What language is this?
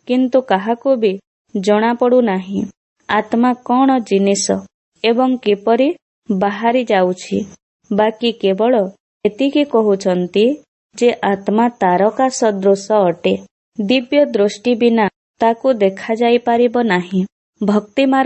Odia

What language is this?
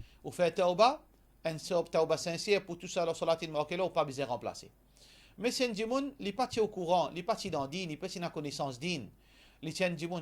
Morisyen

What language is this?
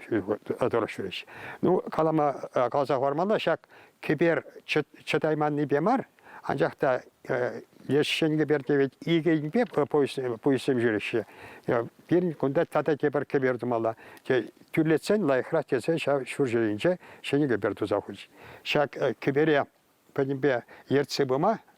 Chuvash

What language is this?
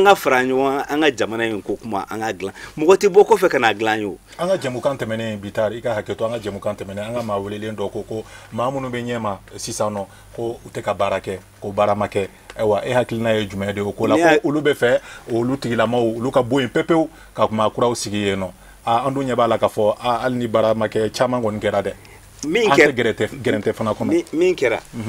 Bambara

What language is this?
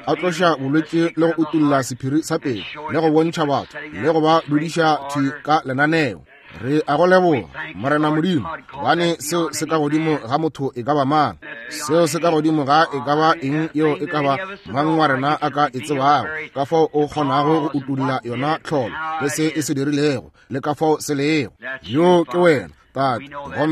Northern Sotho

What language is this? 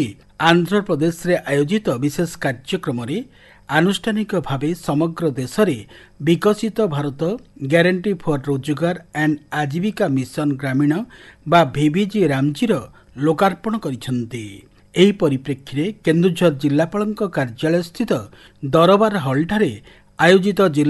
Odia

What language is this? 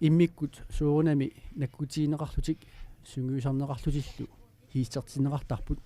Kalaallisut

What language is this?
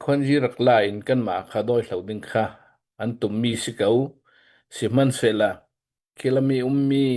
Hakha Chin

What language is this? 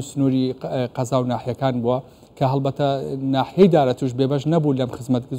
Central Kurdish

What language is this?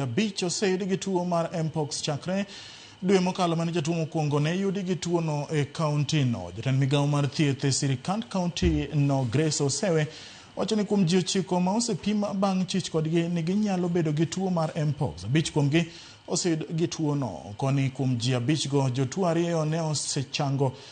Luo (Kenya and Tanzania)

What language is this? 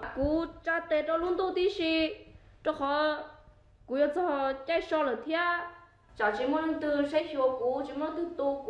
Hmong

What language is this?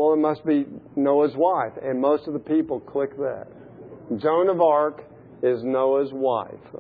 English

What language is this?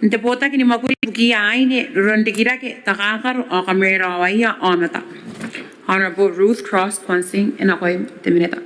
Gilbertese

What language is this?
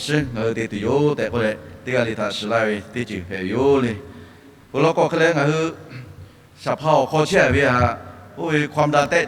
Lahu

